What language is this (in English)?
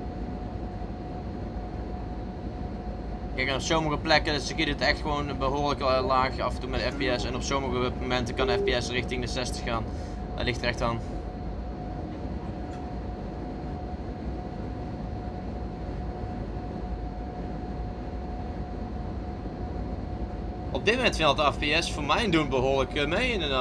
Dutch